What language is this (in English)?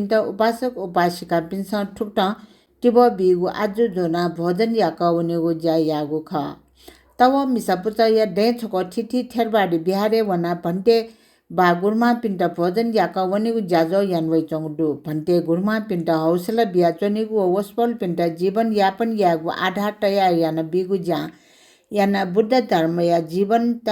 Newari